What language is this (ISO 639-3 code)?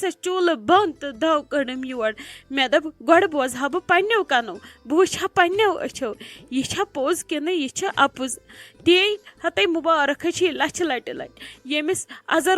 kas